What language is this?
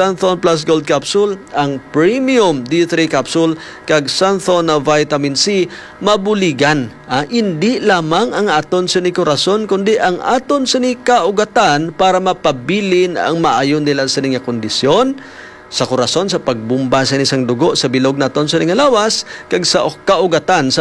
Hiligaynon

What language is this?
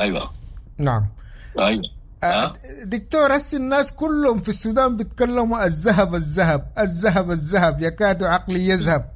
Sudanese Arabic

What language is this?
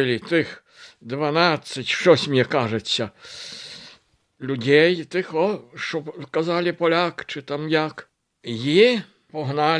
Ukrainian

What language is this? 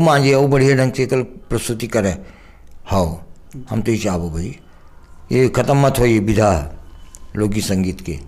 Chhattisgarhi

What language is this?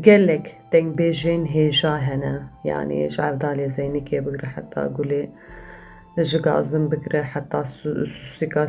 Kurdish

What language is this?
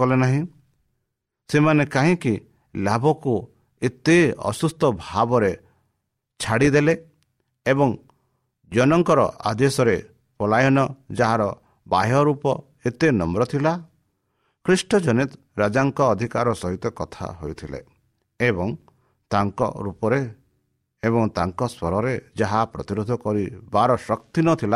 Odia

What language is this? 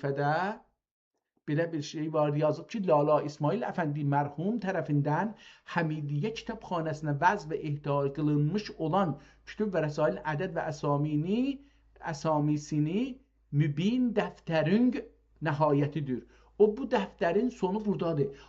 South Azerbaijani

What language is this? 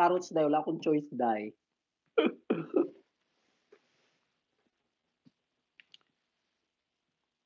Filipino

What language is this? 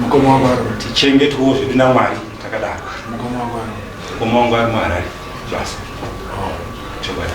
Shona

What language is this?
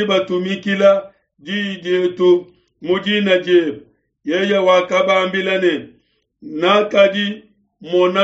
Luba-Lulua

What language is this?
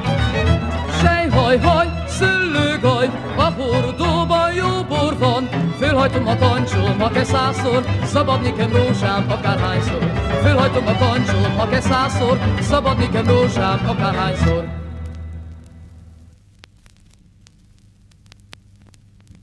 Hungarian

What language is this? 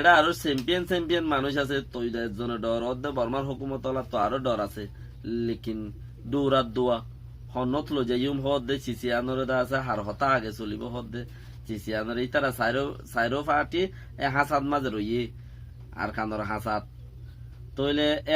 Rohingya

